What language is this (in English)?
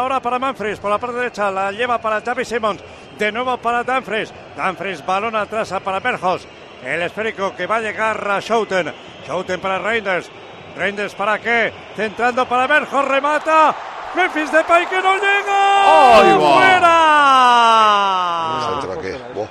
Spanish